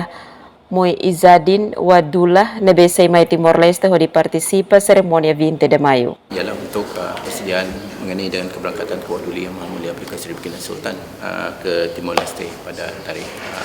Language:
Tetum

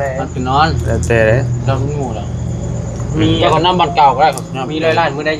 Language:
Northeastern Thai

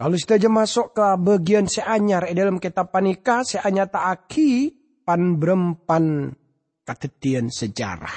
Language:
Madurese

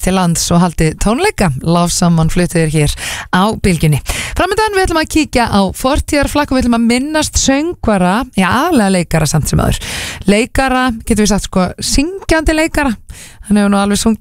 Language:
Icelandic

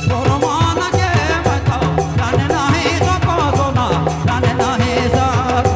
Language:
Sadri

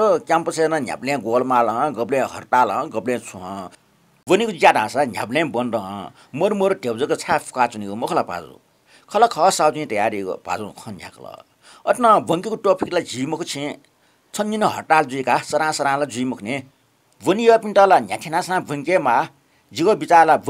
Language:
Newari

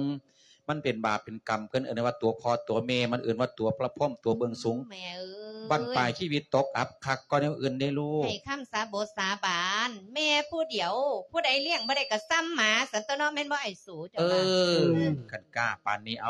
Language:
Lao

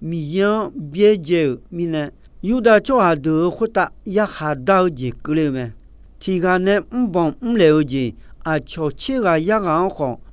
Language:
Akha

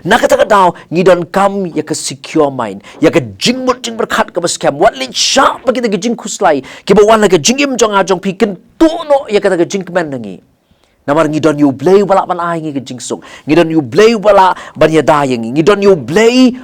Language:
Khasi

